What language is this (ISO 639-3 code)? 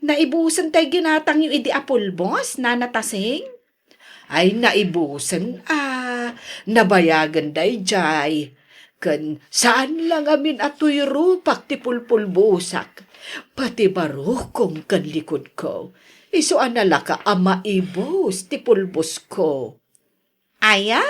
ilo